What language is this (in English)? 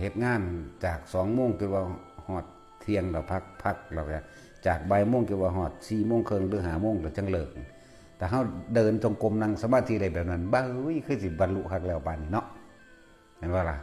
Northeastern Thai